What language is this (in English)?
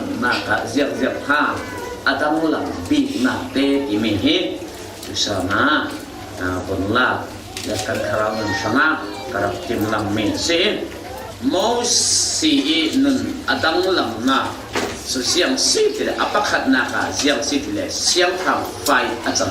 Falam Chin